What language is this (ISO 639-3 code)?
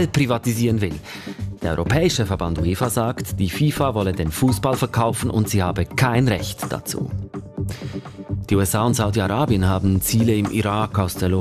deu